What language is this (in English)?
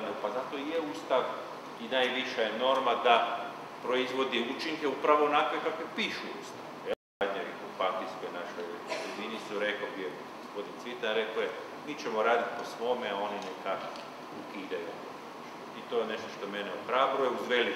Croatian